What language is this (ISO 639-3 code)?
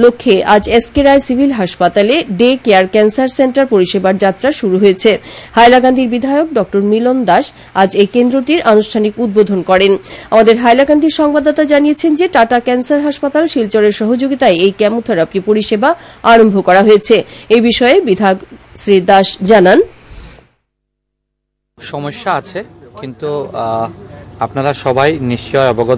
ben